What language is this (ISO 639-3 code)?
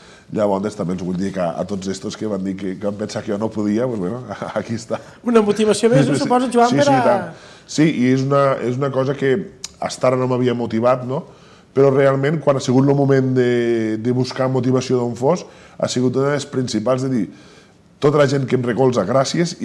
cat